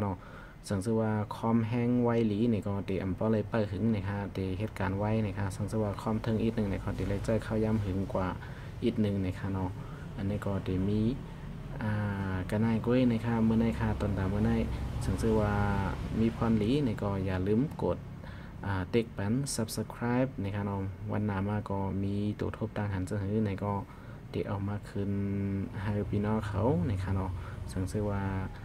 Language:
Shan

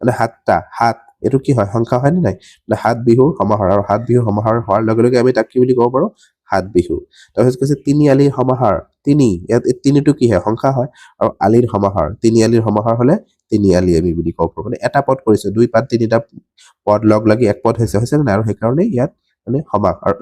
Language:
Assamese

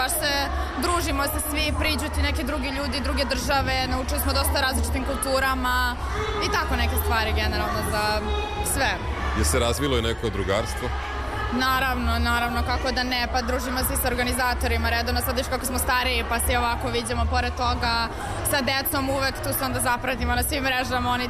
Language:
Serbian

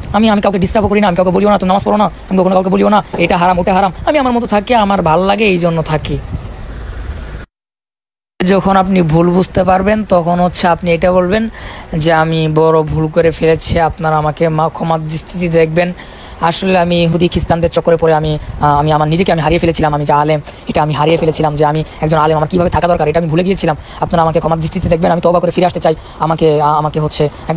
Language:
Bangla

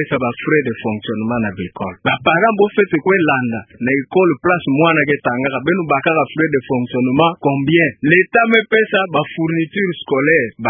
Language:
Kituba (Democratic Republic of Congo)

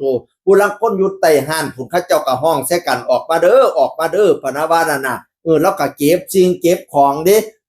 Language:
Northeastern Thai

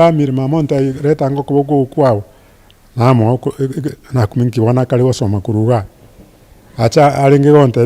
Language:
Gusii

